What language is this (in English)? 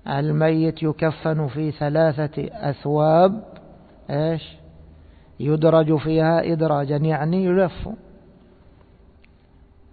Arabic